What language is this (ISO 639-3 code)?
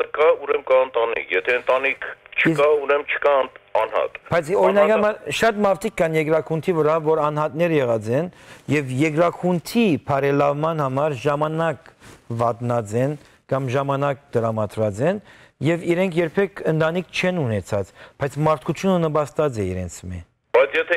hyw